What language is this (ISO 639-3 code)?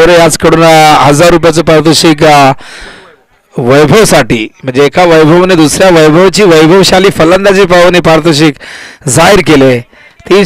mar